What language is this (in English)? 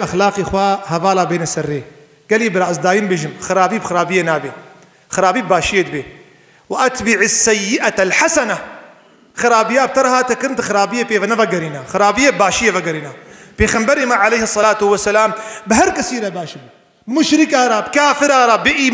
Kurdish